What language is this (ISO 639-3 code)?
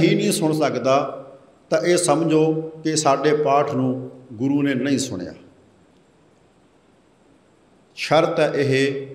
pan